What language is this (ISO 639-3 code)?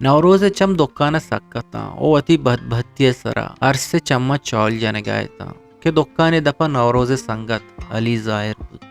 bgp